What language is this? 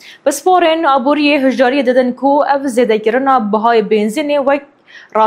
Kurdish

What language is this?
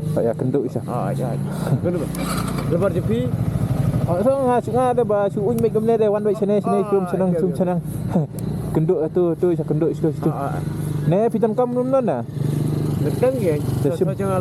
Khasi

